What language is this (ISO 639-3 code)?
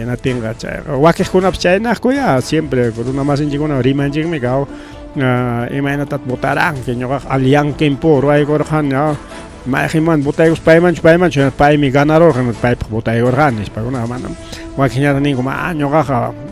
quy